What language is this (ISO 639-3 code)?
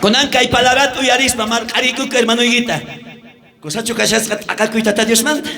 quh